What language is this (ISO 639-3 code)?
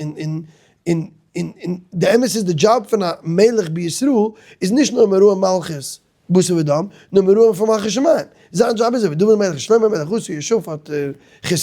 yid